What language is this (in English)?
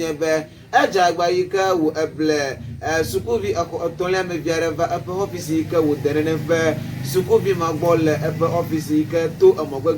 Ewe